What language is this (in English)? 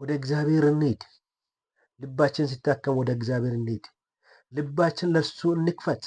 Amharic